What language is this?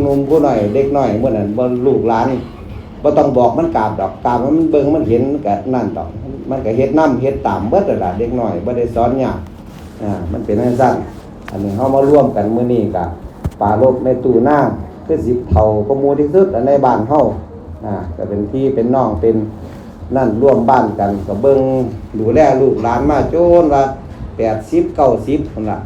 Northeastern Thai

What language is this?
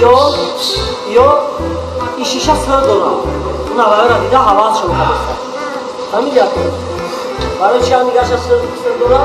Tajik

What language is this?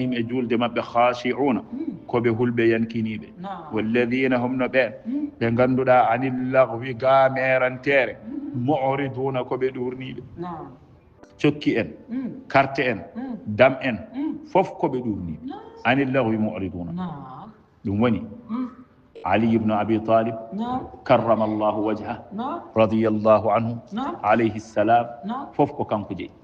Fula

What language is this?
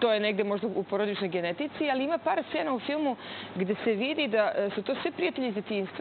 Serbian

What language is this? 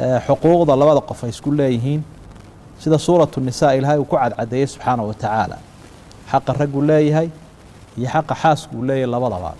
Somali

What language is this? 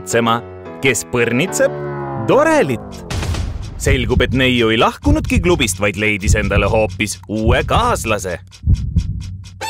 Estonian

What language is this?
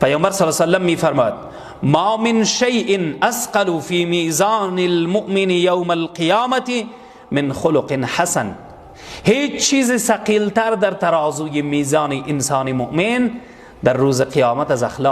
Tajik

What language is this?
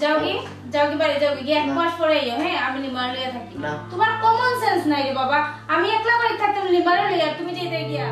Sylheti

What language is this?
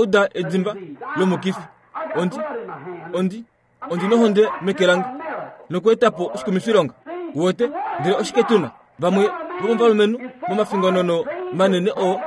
Kuanyama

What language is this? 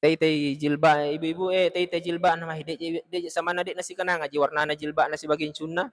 Buginese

